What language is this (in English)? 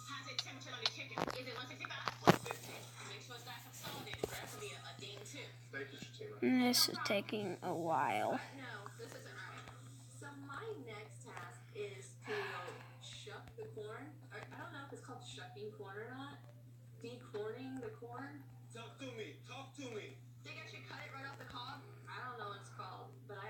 English